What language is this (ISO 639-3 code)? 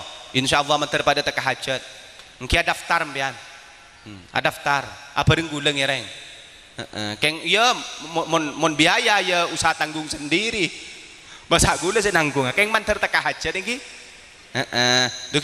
mad